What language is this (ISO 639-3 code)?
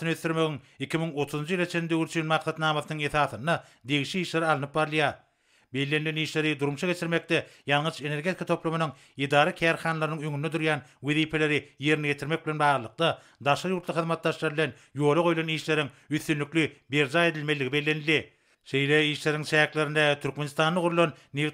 tuk